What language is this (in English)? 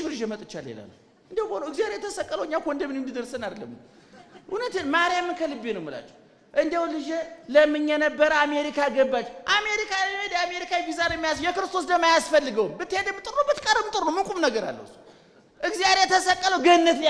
Amharic